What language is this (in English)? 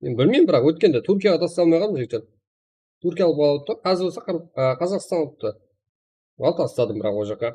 Kara-Kalpak